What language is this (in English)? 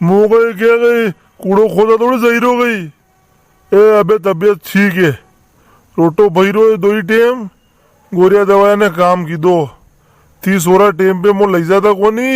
Rajasthani